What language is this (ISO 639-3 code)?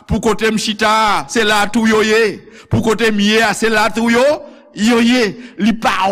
hat